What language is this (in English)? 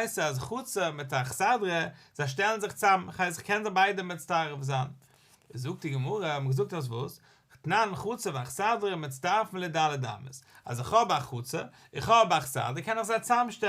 Yiddish